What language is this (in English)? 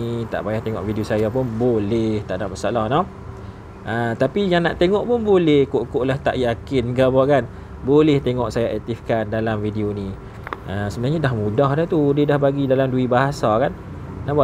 Malay